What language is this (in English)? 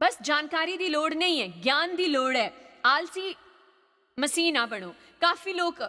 Dogri